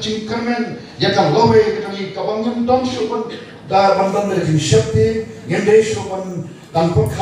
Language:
Khasi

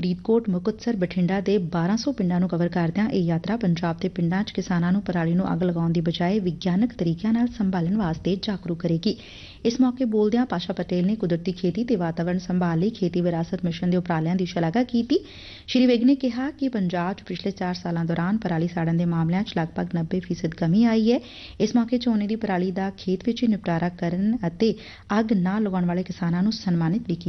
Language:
Punjabi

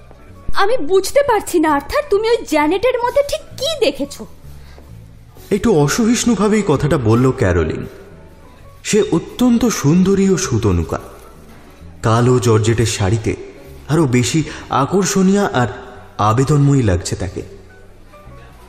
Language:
Bangla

